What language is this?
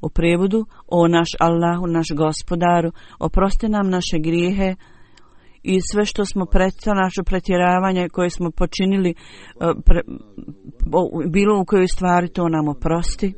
Bosnian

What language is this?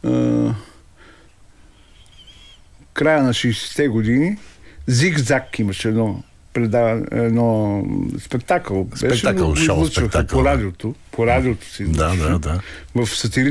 Bulgarian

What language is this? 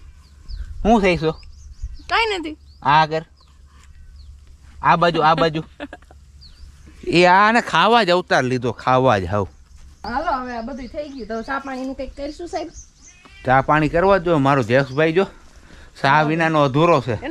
Gujarati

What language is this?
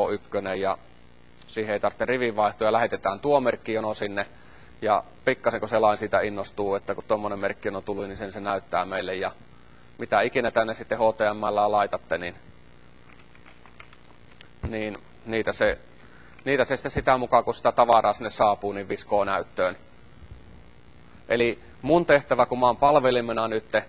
Finnish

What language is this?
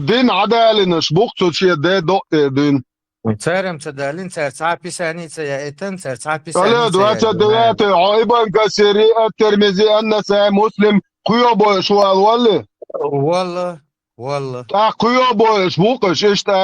Chechen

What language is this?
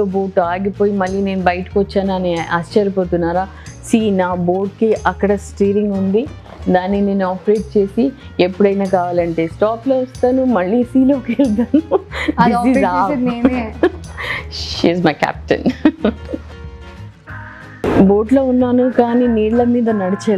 Telugu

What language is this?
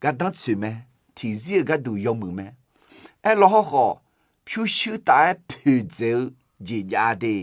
Akha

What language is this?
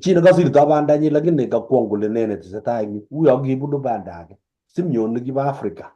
Kalenjin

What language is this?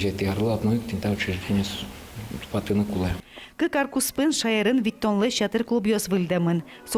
Udmurt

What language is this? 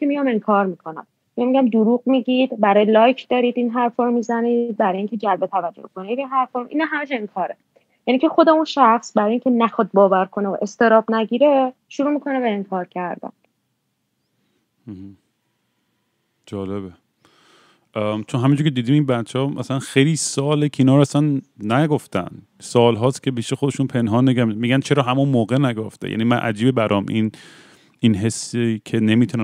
Persian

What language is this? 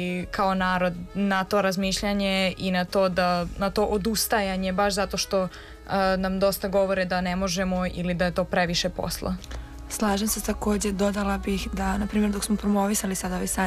Serbian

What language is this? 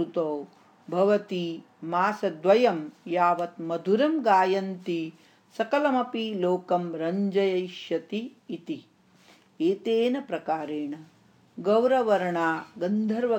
Sanskrit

